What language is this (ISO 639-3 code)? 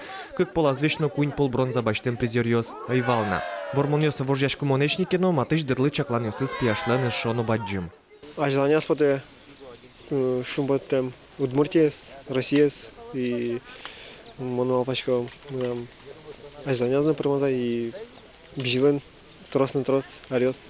udm